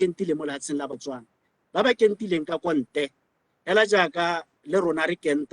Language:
Tswana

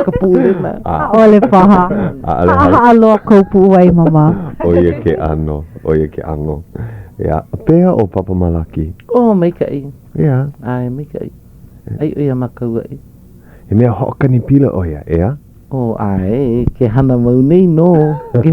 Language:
Hawaiian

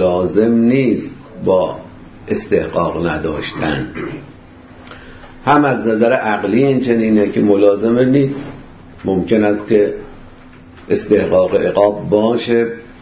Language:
Persian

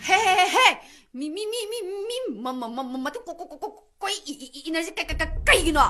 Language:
Manipuri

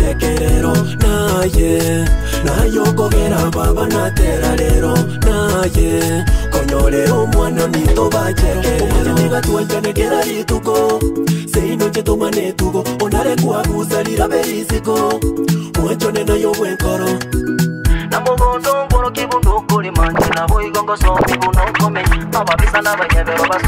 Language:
Gusii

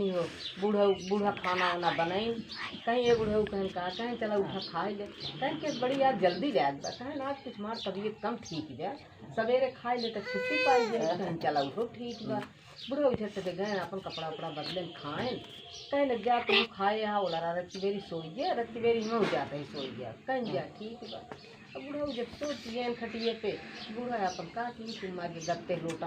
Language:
Awadhi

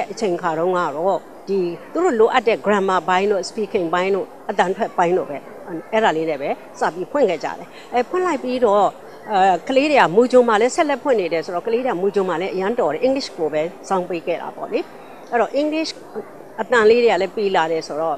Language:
Burmese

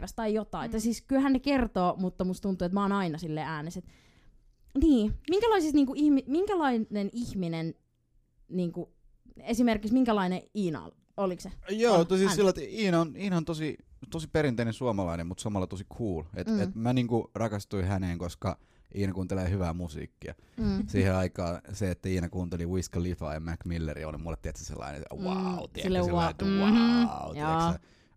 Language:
Finnish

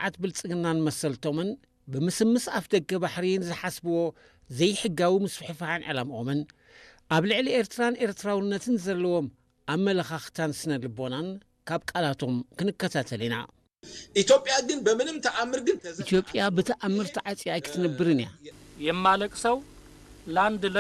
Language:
Tigrinya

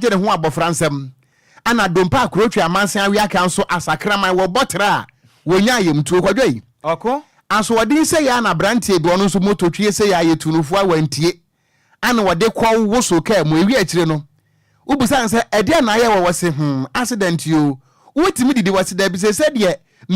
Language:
Akan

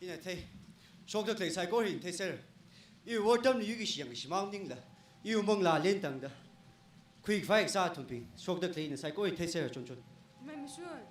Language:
Tangkhul Naga (India)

